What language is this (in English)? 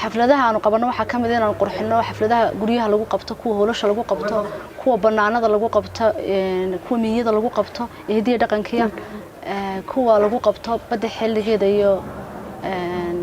Somali